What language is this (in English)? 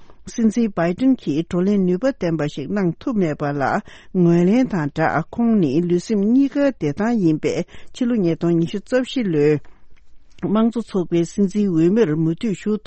Tibetan